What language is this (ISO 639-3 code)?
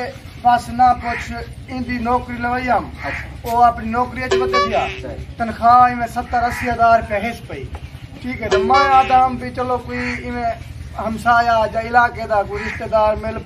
skr